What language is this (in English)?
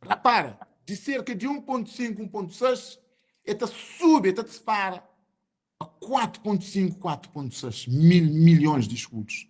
Kabuverdianu